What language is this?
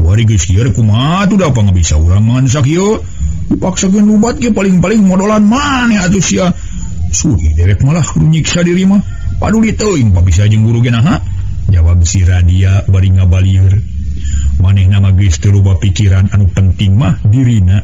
Sundanese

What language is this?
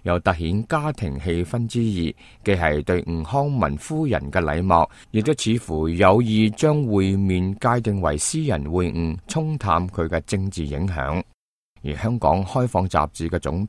Cantonese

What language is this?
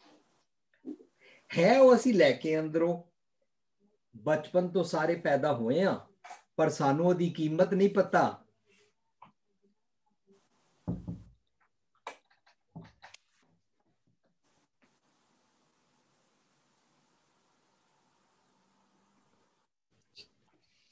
Punjabi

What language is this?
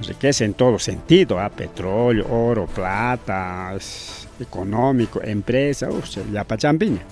Ayacucho Quechua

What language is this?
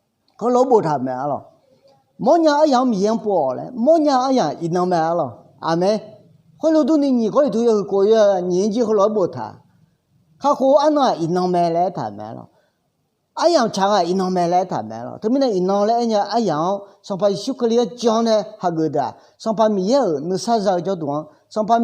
Akha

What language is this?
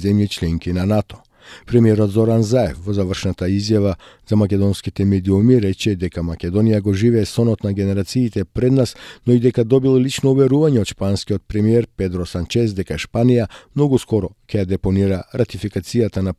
Macedonian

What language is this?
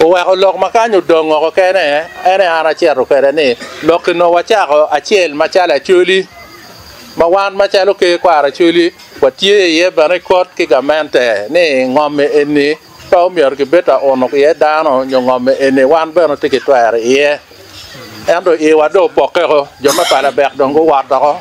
Acoli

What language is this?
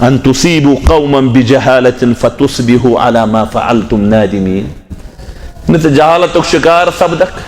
Kashmiri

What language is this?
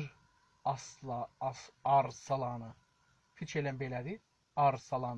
South Azerbaijani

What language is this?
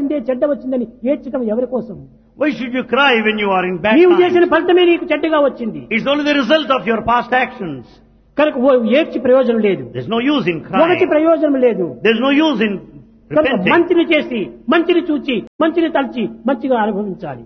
Telugu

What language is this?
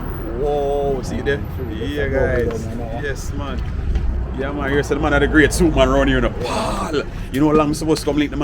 Jamaican Creole English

